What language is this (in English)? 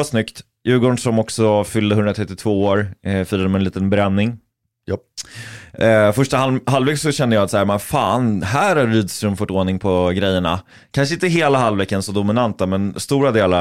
Swedish